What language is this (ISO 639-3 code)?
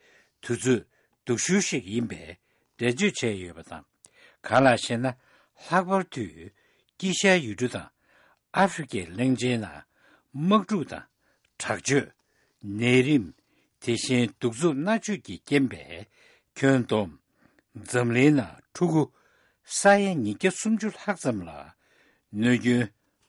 bod